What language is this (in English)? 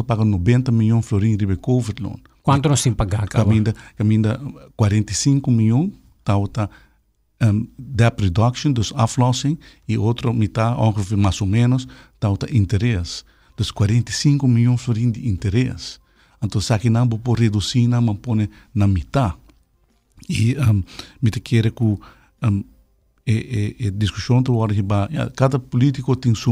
Papiamento